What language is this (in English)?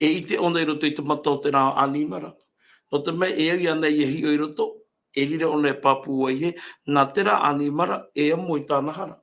Tahitian